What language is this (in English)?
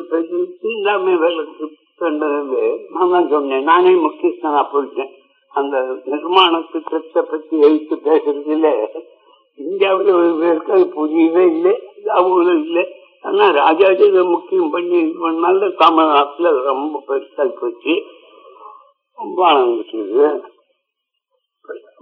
Tamil